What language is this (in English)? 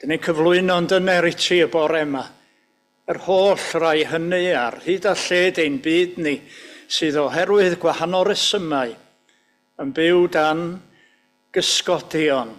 Welsh